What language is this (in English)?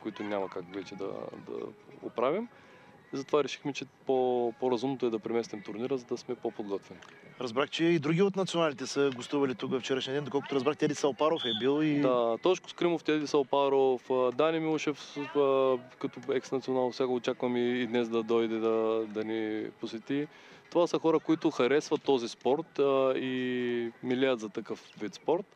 Bulgarian